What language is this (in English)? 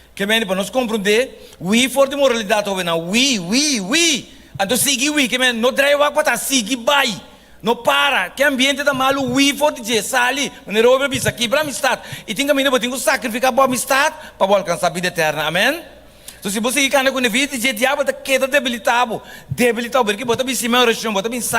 Papiamento